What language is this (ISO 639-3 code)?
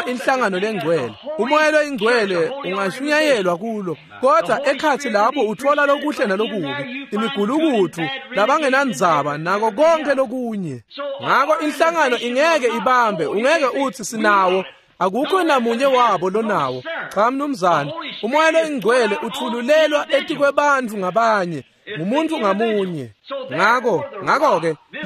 ssw